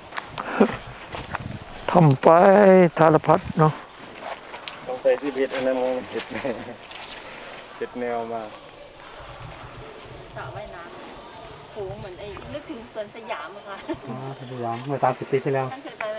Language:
Thai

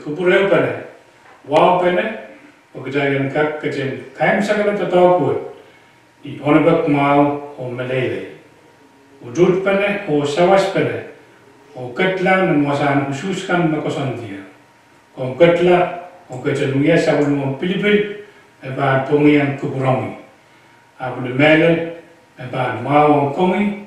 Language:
Pohnpeian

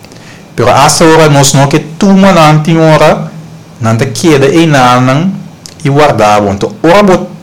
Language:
Papiamento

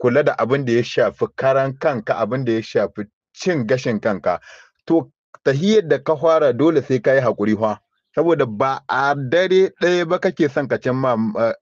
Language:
Hausa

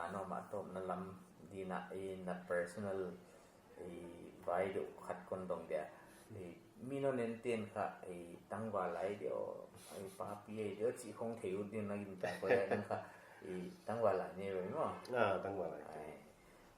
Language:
Paite Chin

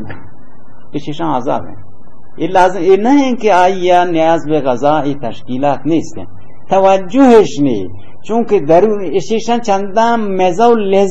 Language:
Baluchi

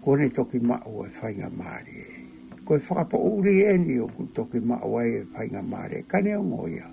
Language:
Tongan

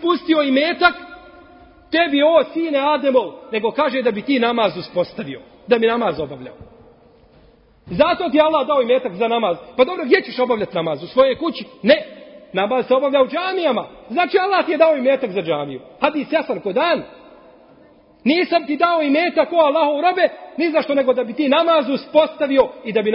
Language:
Bosnian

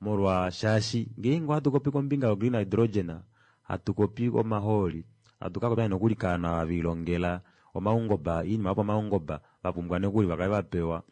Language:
Kuanyama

